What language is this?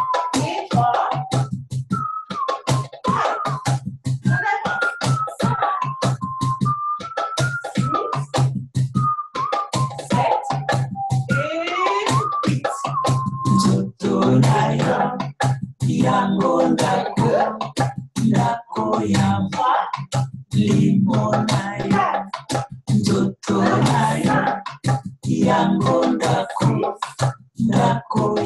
French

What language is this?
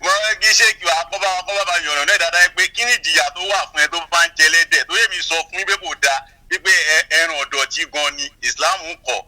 Yoruba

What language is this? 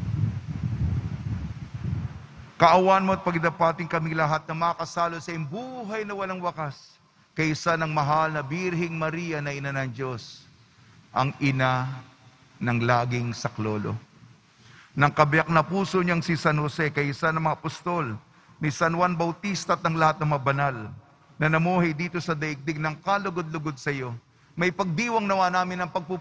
Filipino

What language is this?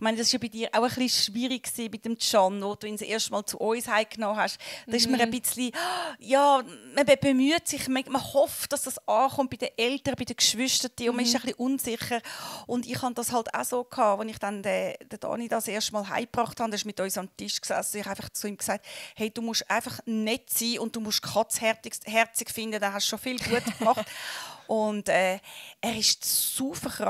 Swiss German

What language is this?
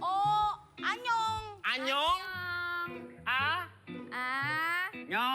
Betawi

